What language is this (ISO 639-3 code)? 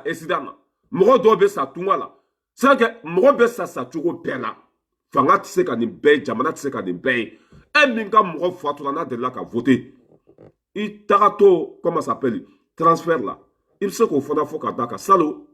bam